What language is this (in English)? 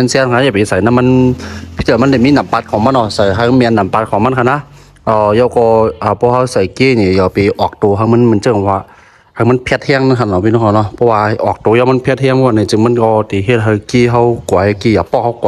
Shan